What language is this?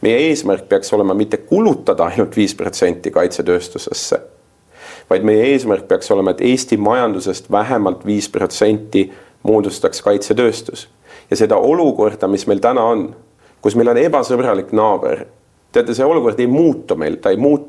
Estonian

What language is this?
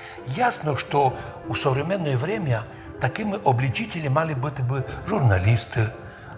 Rusyn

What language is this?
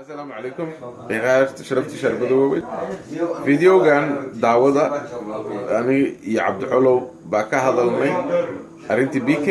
Somali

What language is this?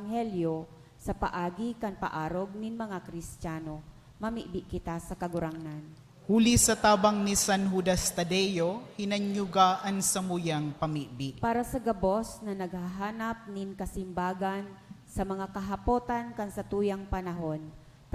Bikol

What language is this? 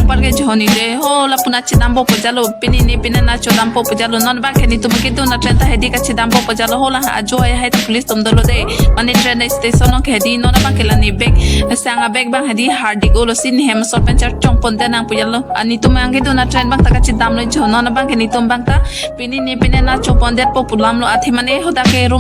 Karbi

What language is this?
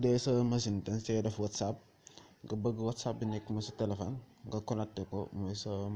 Wolof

